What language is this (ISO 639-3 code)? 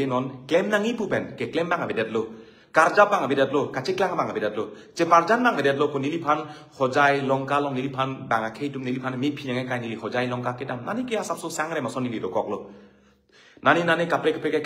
mjw